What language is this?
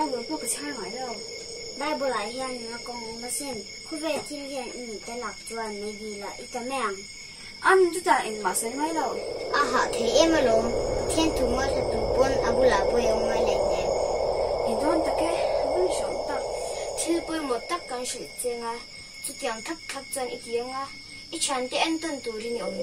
Mizo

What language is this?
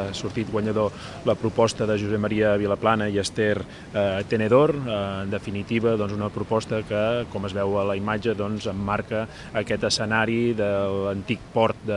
Catalan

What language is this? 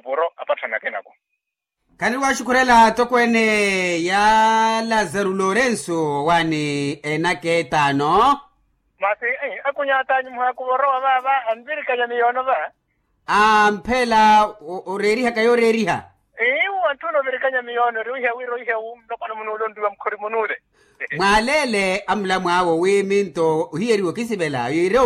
Makhuwa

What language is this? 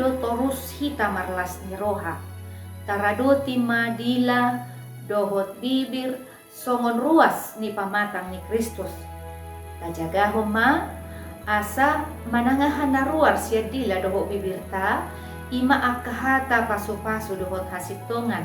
Batak Toba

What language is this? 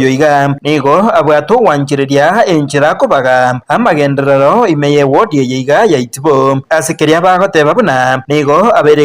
Gusii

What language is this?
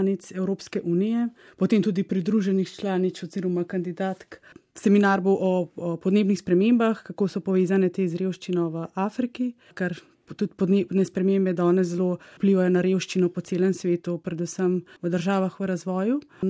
Slovenian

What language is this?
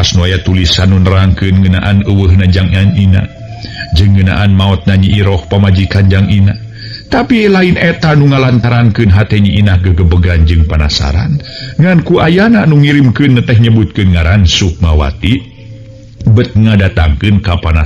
Sundanese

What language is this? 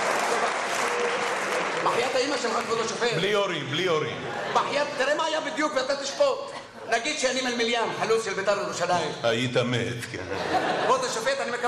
Hebrew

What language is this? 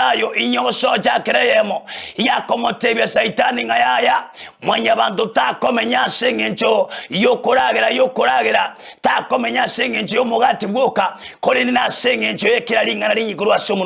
Gusii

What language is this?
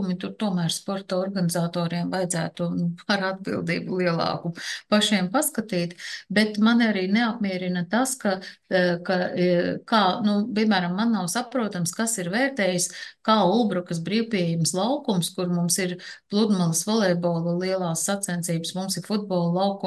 Latvian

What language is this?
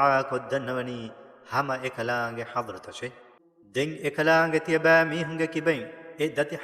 Divehi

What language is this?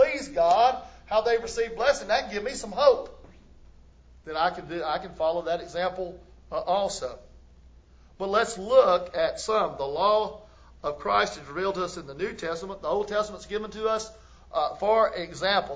English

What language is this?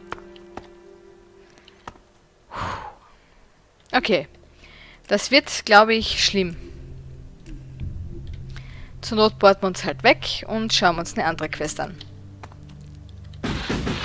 German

